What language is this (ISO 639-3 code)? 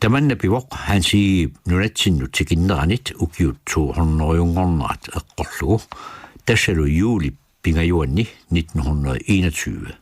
kal